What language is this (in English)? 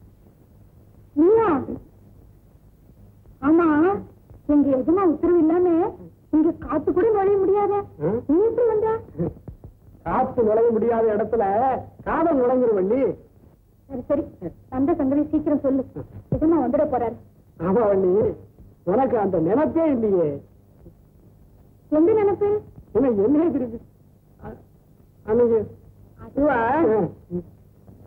Tamil